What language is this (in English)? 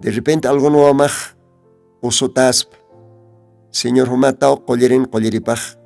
Aymara